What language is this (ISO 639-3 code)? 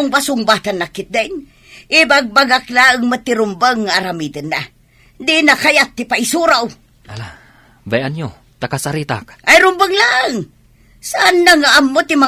ilo